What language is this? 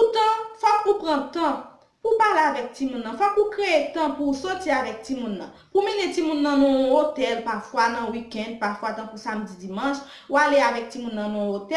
Haitian Creole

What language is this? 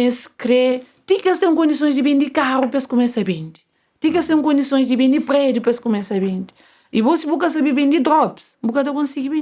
Kabuverdianu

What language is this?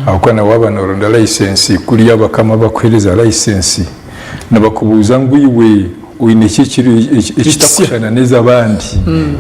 Nyankole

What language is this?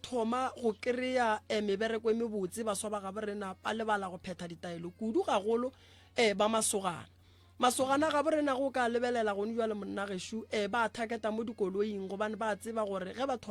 Northern Sotho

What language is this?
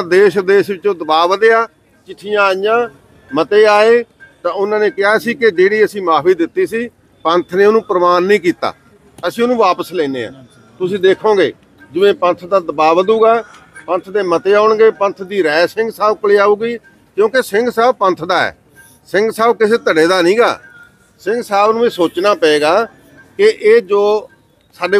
Punjabi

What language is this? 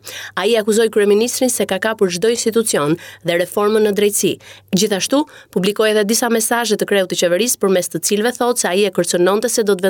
Albanian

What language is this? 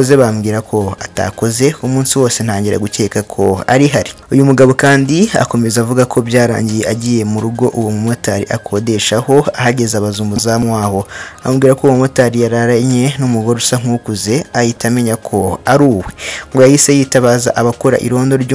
Kinyarwanda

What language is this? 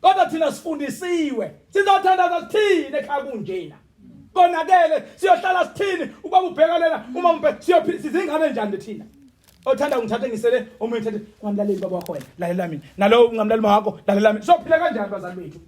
Zulu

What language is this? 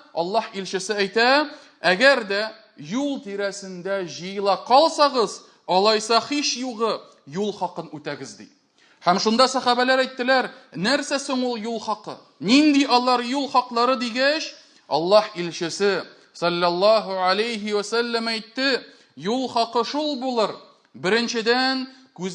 Tatar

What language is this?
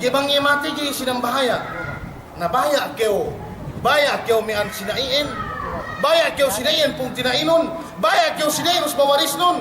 Yakan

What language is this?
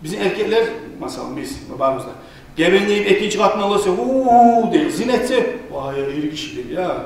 Kumyk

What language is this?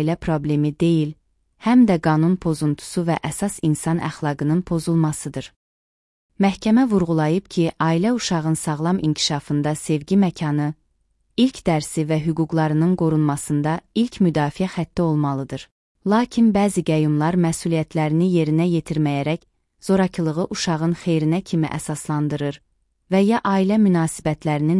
Azerbaijani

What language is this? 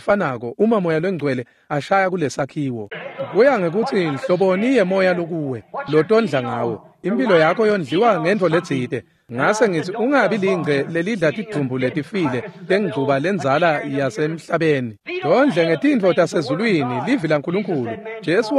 Swati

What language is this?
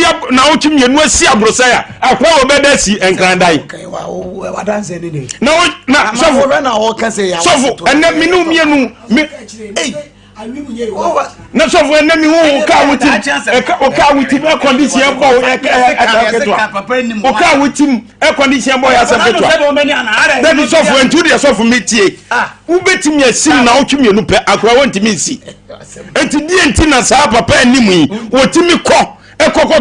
Akan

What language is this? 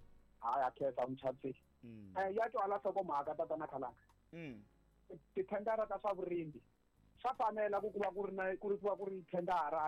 Tsonga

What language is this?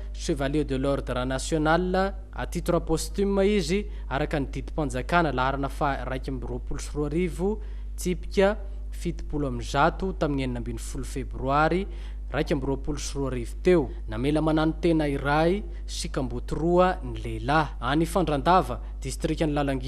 Malagasy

